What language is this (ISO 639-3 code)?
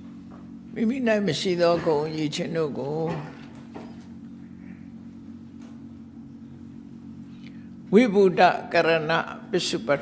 mya